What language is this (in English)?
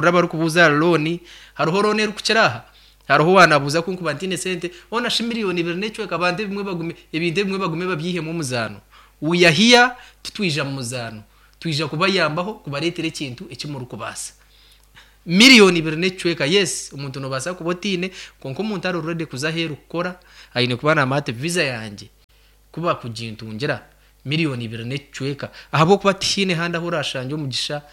Nyankole